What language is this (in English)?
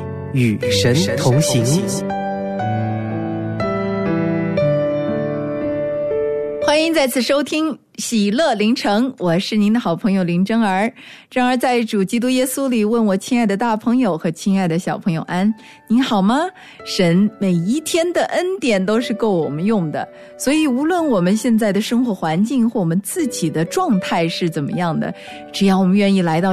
Chinese